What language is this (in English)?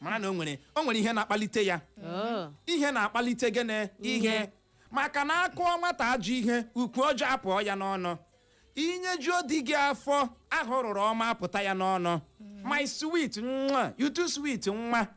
Igbo